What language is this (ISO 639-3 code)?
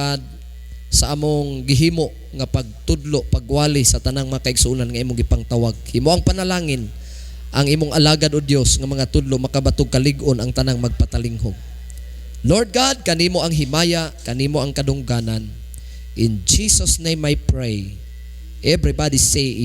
ceb